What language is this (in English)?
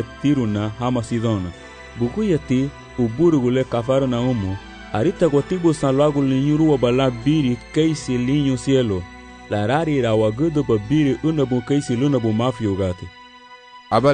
Garifuna